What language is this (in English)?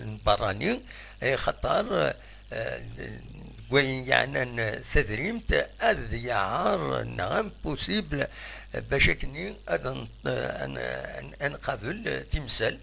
Kabyle